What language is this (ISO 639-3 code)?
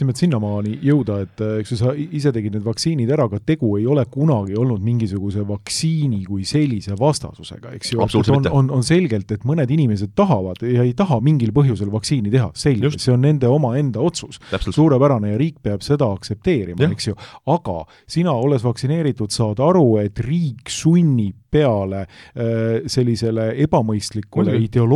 est